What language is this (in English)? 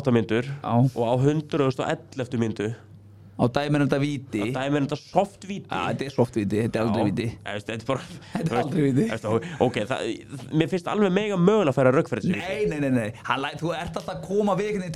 Icelandic